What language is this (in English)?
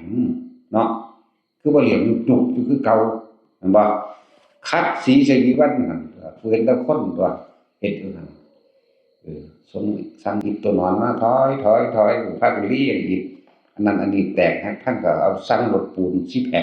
Northeastern Thai